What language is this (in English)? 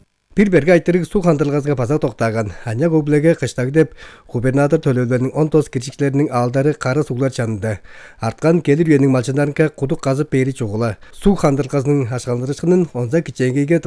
Tuvinian